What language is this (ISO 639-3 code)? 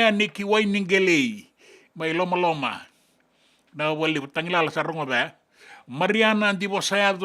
fij